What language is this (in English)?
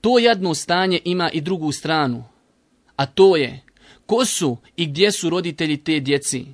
Bosnian